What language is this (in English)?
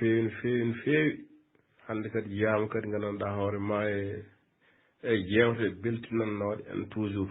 Fula